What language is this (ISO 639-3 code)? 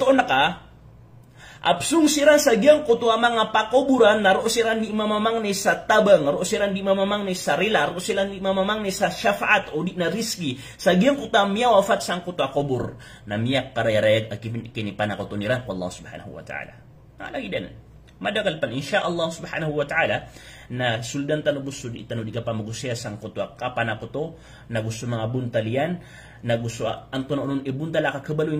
mrw